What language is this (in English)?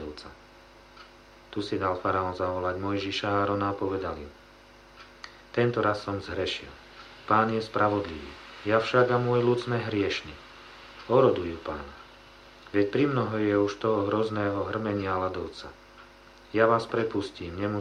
Slovak